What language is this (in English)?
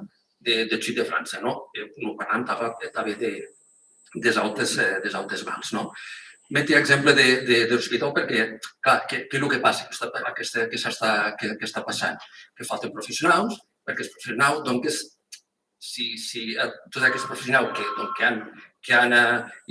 Occitan